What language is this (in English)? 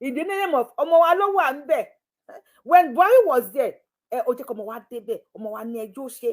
Yoruba